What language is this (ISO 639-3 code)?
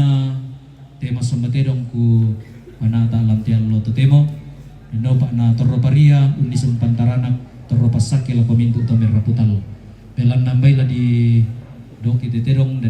sda